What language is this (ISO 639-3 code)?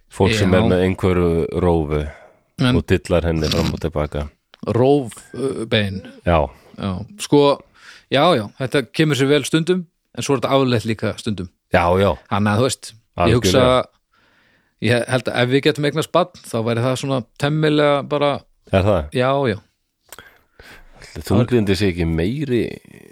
isl